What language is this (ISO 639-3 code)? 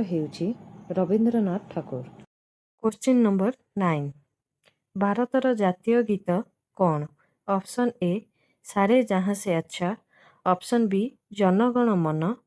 ori